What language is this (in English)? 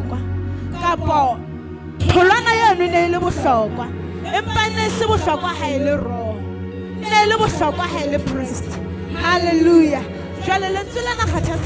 Southern Sotho